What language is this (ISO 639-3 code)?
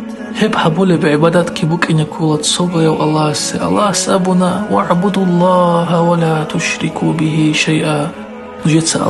ava